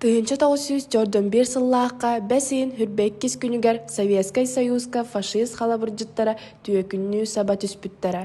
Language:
Yakut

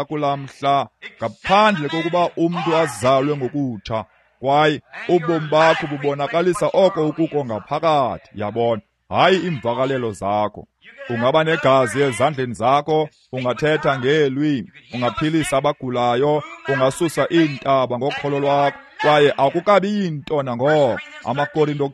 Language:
Xhosa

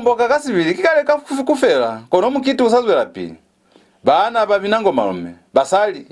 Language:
Lozi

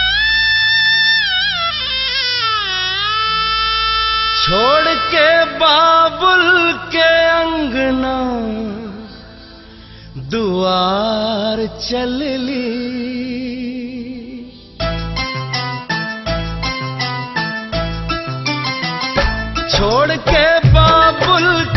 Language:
Bhojpuri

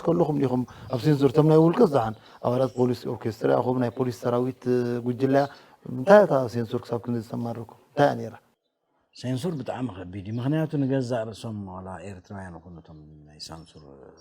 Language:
Tigrinya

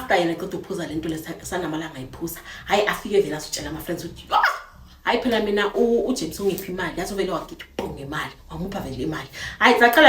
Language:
Zulu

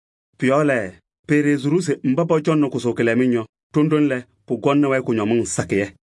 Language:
Kabiyè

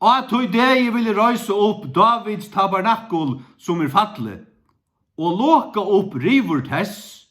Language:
Faroese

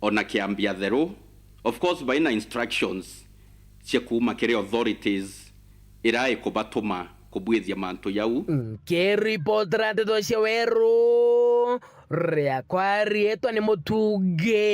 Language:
Meru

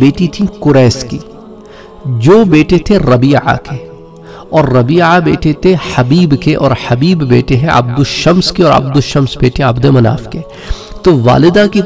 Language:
Urdu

